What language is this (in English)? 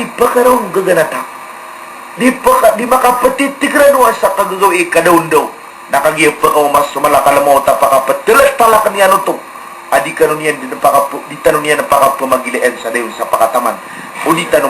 Maranao